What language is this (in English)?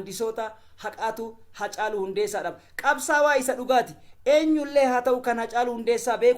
Oromo